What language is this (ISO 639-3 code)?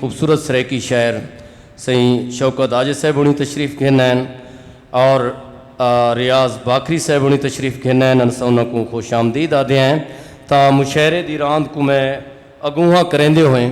skr